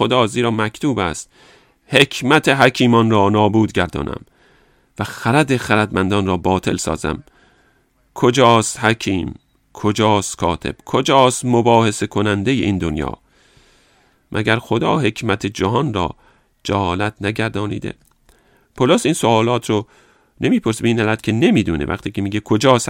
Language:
Persian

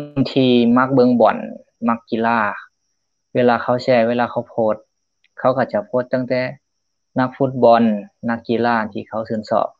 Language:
Lao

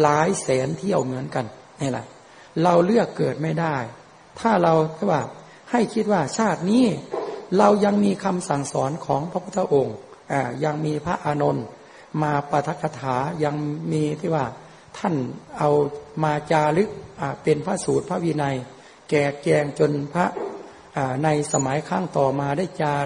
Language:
Thai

